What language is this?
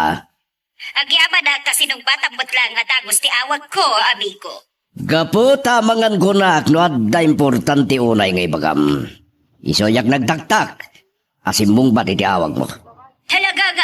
Iloko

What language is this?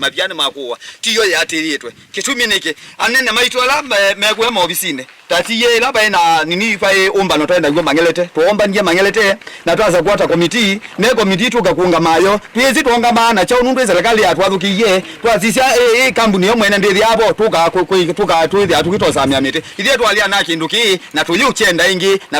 Kamba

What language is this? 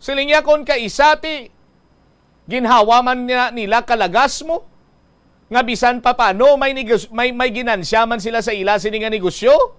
Hiligaynon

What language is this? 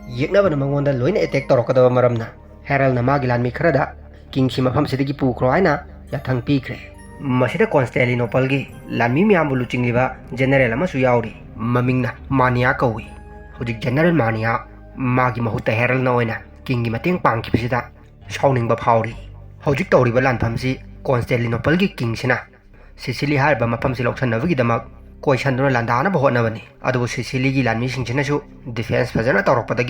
Manipuri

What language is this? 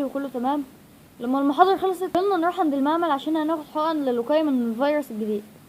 Egyptian Arabic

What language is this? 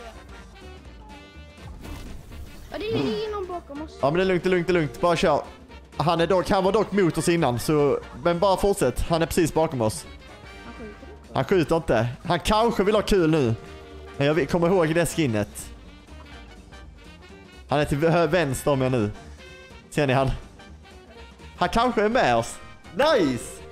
Swedish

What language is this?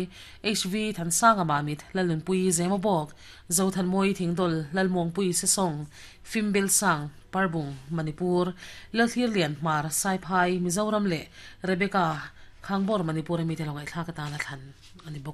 Mizo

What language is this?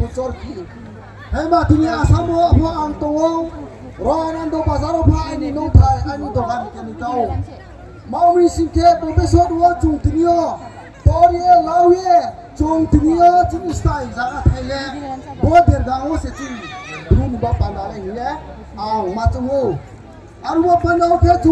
Riang (India)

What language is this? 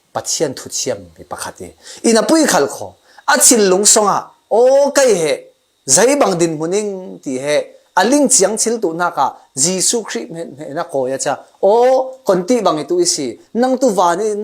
Falam Chin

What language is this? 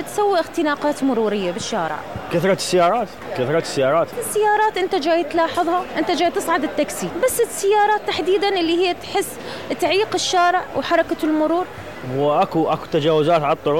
Mesopotamian Arabic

